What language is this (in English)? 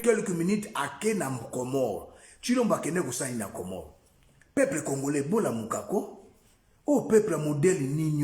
Lingala